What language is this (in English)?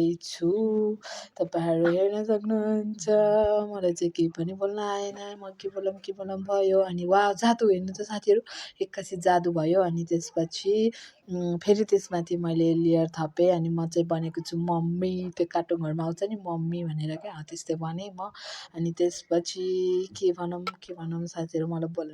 Nepali